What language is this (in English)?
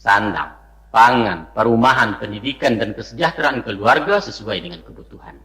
Minangkabau